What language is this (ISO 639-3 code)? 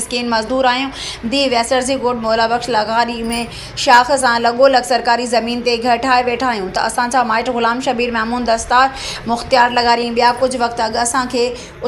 snd